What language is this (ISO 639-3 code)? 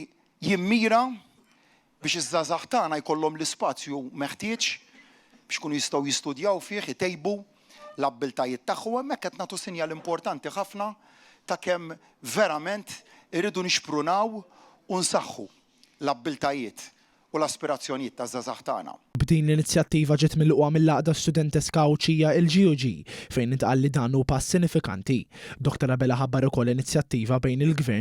mlt